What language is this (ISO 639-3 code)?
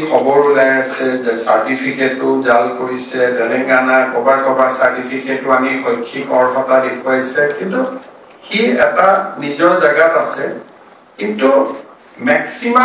asm